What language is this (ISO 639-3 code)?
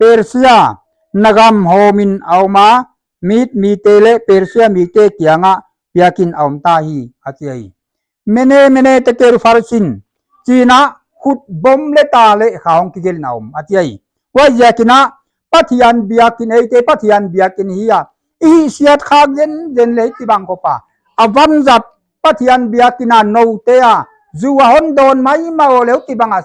pck